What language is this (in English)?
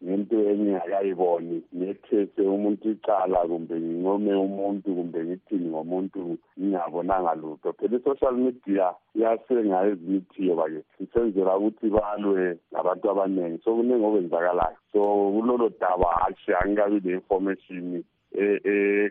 North Ndebele